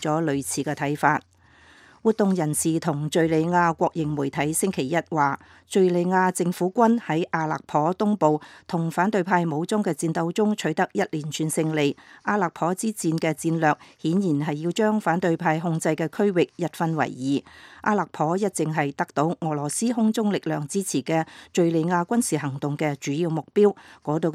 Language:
Cantonese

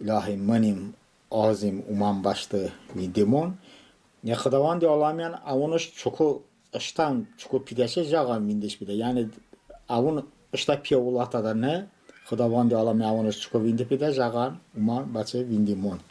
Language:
Talysh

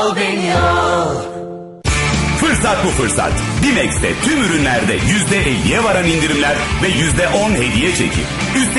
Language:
Turkish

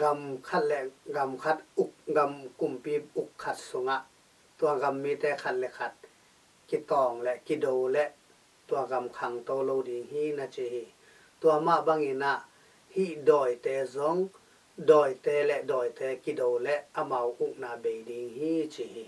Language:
Tedim Chin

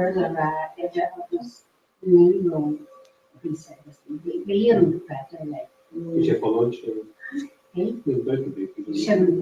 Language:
Irish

